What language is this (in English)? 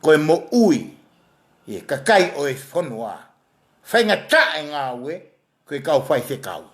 Tongan